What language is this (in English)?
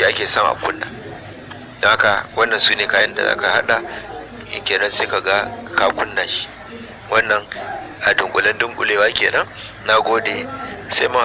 Hausa